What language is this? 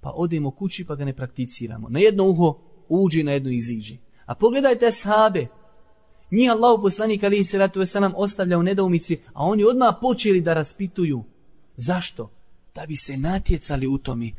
Bosnian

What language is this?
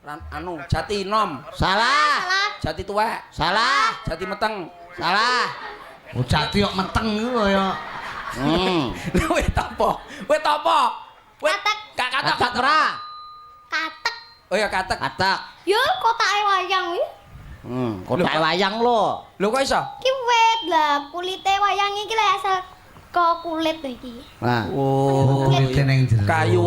Javanese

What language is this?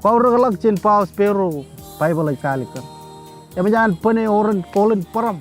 Marshallese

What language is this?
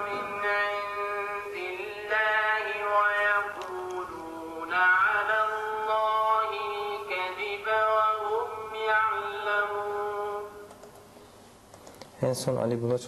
Turkish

